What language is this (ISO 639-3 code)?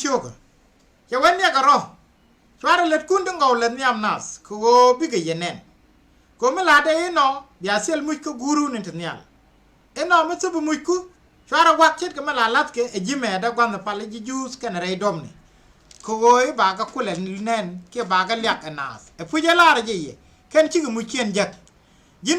nus